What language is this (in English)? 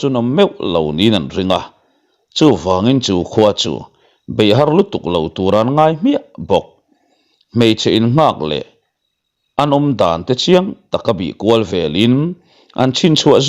Mizo